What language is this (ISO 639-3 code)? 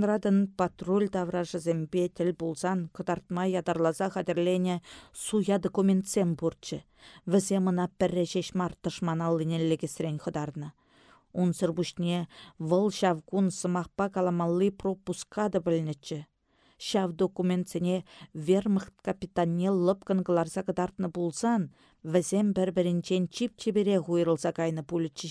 chv